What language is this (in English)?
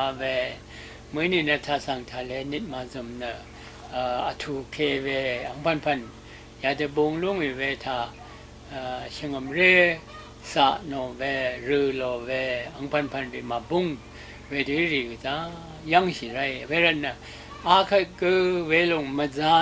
Rawang